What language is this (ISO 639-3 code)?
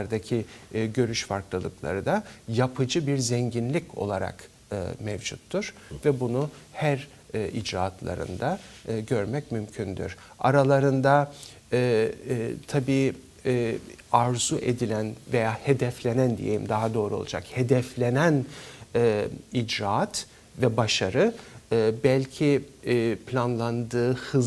tur